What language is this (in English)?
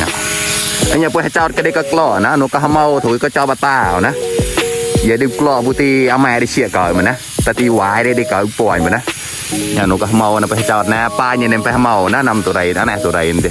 Mon